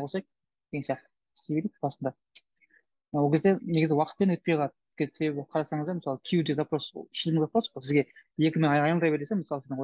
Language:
Kazakh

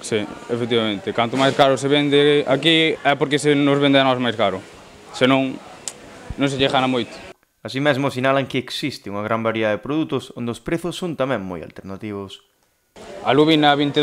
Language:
Galician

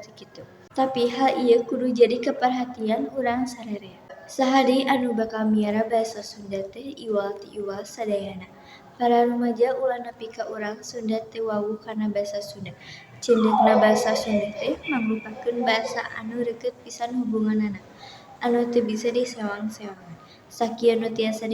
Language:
Sundanese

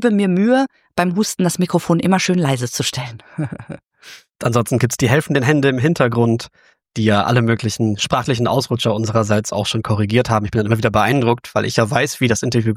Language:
German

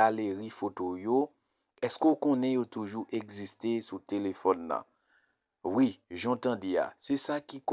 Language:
Haitian Creole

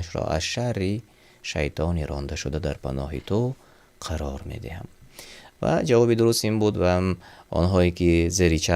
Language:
Tajik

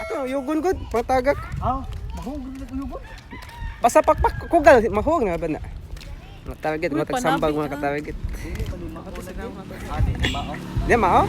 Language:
Cebuano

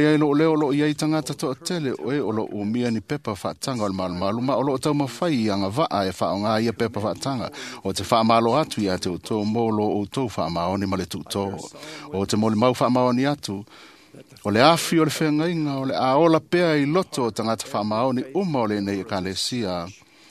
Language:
Samoan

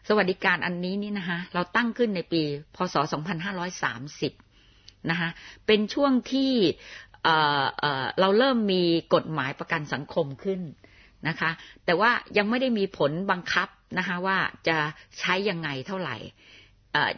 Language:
Thai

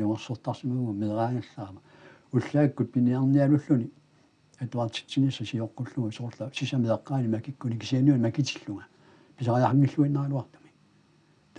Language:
Kalaallisut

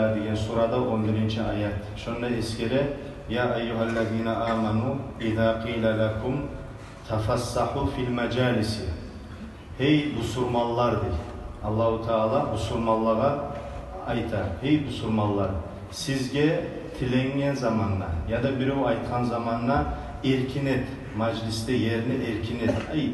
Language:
Kumyk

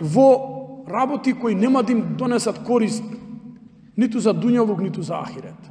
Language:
Macedonian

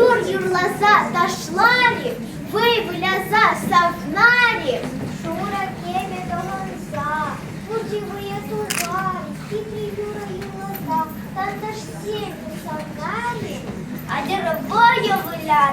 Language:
Chuvash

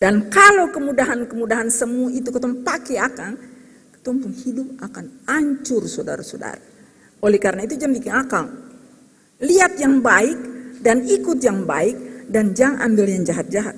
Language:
Ambonese Malay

